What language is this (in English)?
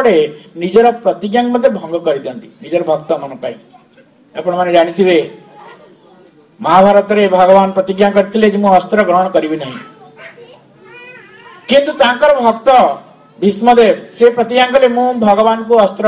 Odia